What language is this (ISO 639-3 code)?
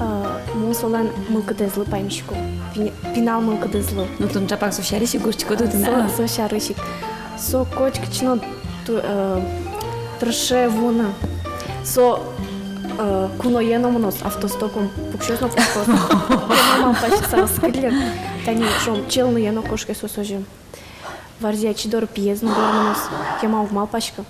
udm